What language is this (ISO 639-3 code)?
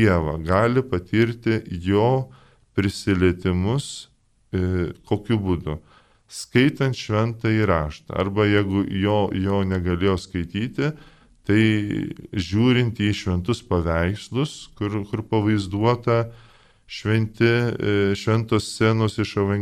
lit